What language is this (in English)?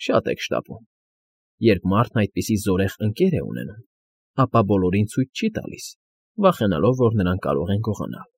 Armenian